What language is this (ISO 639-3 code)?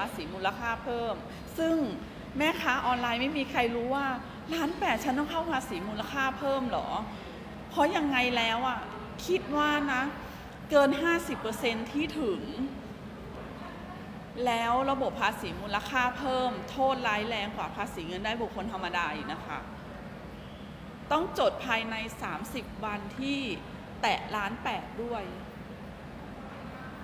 tha